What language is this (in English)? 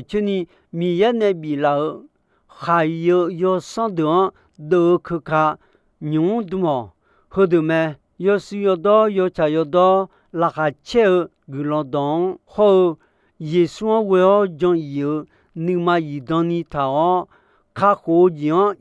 Akha